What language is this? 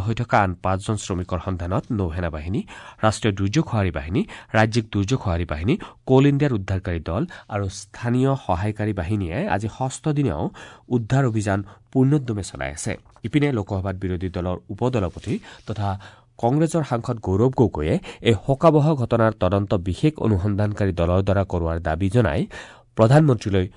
Assamese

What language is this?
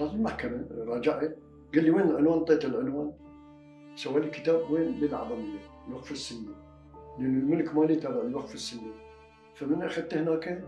Mesopotamian Arabic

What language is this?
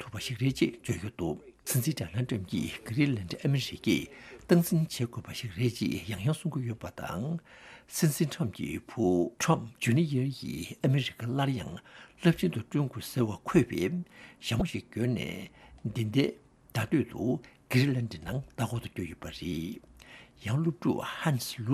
Tibetan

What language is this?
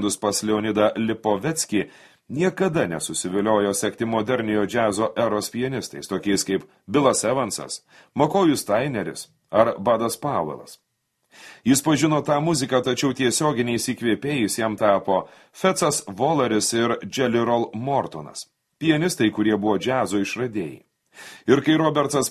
Lithuanian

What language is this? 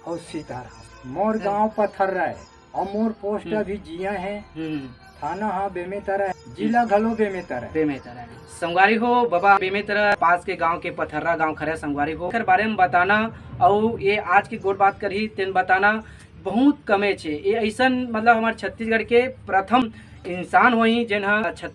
Chhattisgarhi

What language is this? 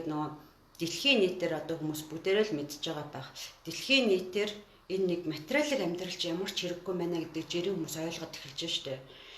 Mongolian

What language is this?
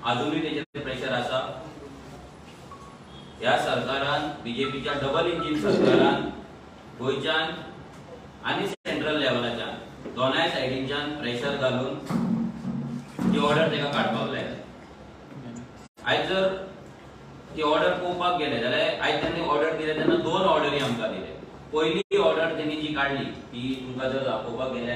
Konkani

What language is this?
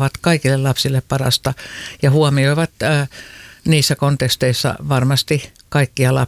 Finnish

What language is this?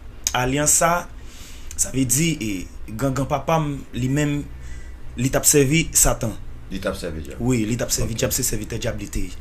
Haitian Creole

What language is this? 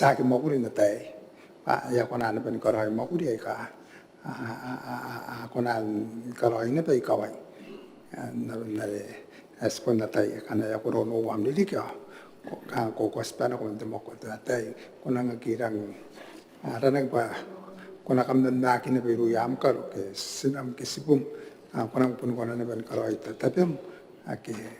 Gilbertese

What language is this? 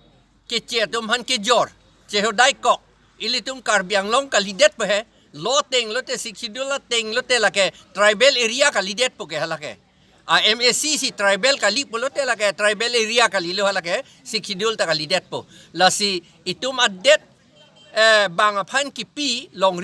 Karbi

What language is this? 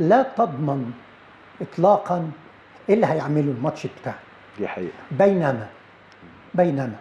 Egyptian Arabic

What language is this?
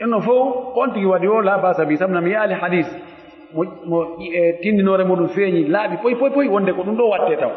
Pular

